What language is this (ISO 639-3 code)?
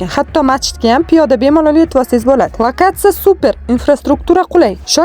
uzb